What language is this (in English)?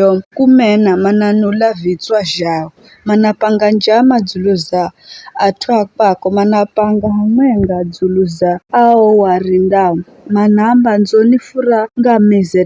Giryama